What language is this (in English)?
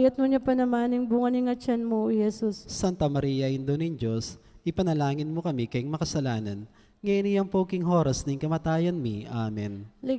Pampanga